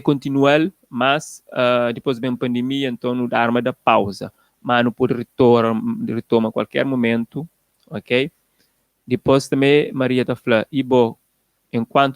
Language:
Kabuverdianu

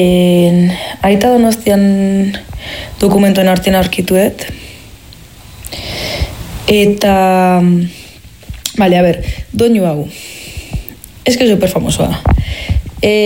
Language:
Basque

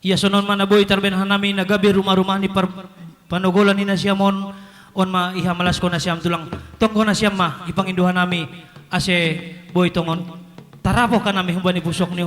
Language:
Batak Simalungun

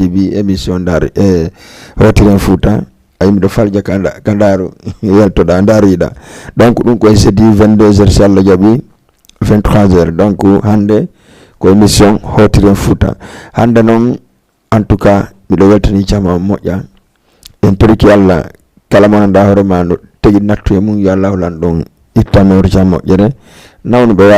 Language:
Fula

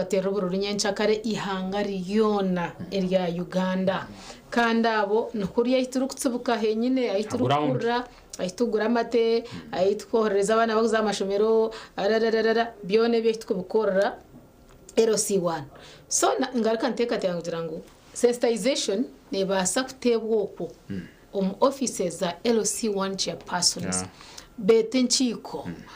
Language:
Nyankole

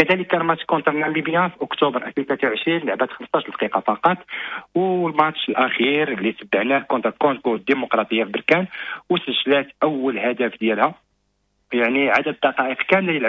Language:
Moroccan Arabic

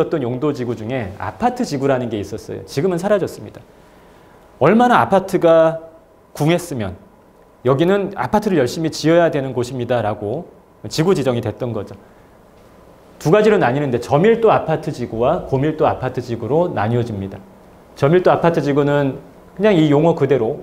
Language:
Korean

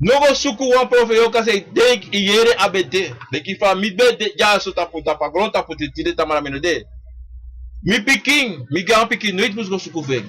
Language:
Sranan Tongo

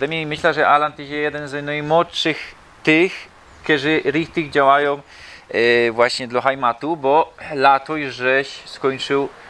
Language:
Silesian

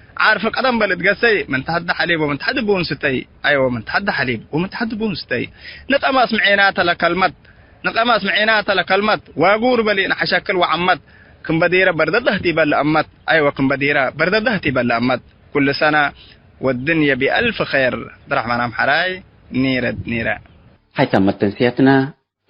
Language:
Tigre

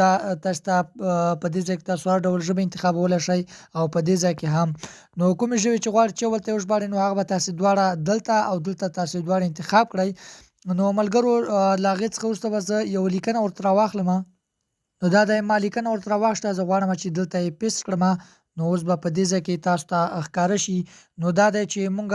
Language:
Pashto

